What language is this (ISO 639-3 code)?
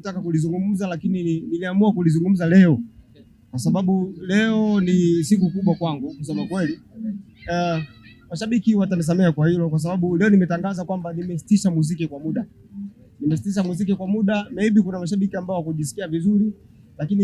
swa